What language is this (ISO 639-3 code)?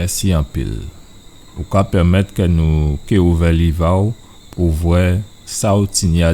gcf